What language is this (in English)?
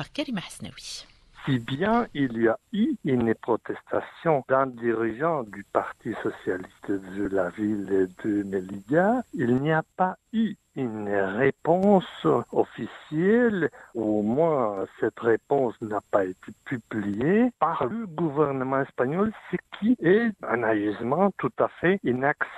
French